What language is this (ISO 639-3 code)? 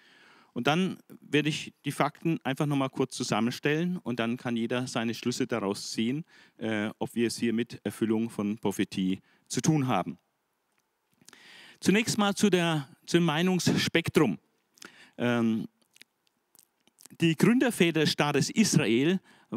deu